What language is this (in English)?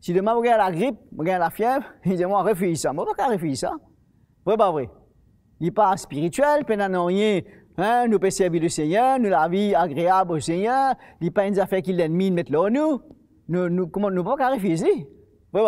Morisyen